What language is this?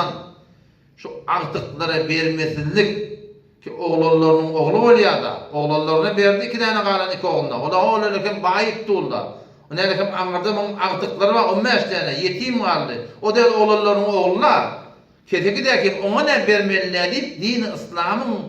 Turkmen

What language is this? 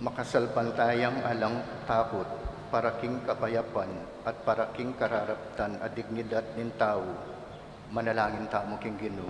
Pampanga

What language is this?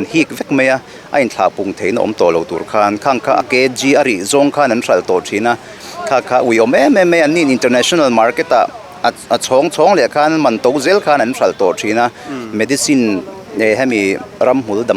Mizo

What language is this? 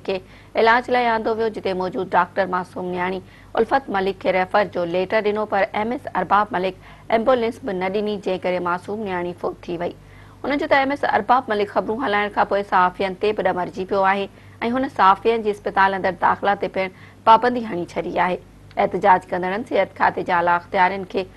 Sindhi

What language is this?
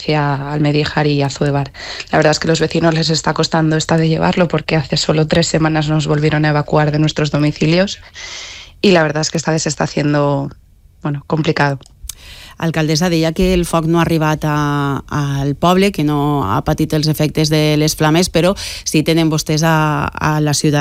Catalan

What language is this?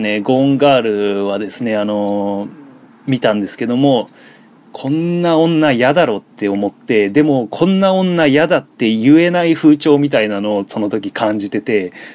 Japanese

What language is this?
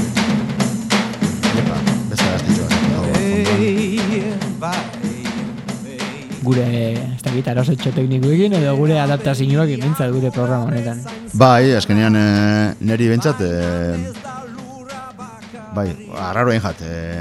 Basque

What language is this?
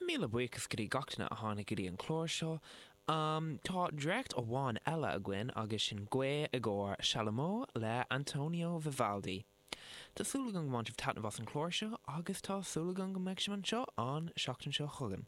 Irish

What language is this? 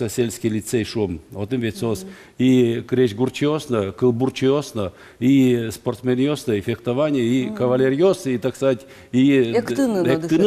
Udmurt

